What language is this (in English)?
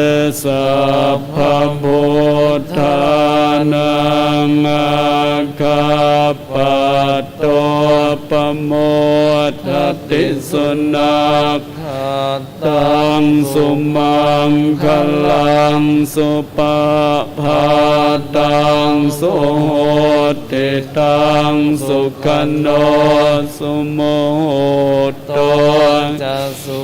Pali